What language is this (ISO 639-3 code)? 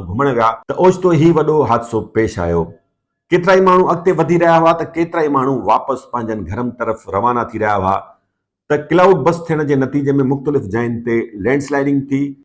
snd